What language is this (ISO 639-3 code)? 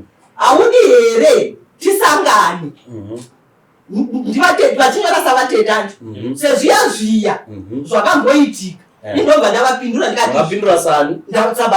sna